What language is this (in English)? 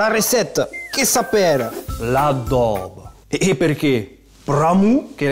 Occitan